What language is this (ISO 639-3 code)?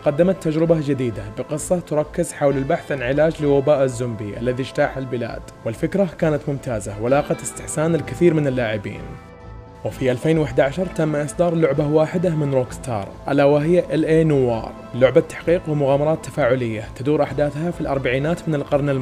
ara